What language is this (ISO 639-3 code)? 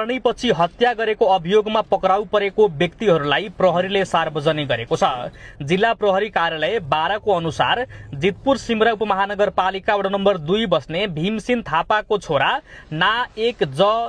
nep